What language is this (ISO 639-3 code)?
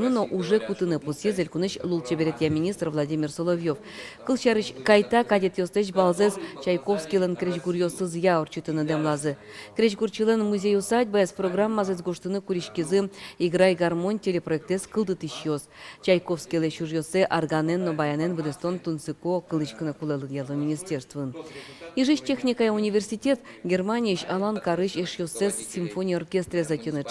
udm